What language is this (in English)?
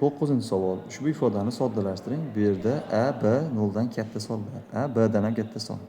Uzbek